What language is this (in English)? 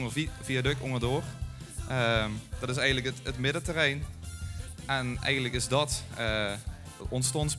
Limburgish